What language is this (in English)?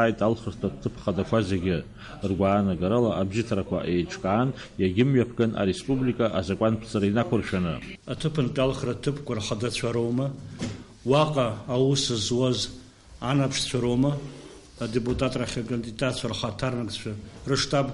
Abkhazian